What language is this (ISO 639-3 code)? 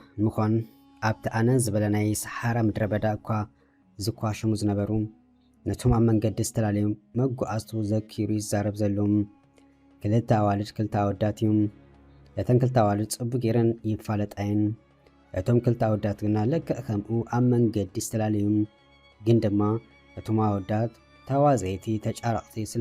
tir